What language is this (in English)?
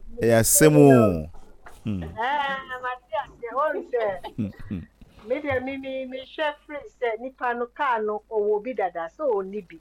Akan